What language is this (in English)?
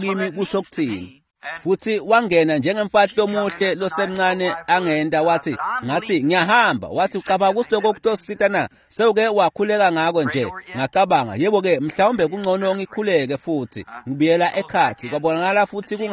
Swati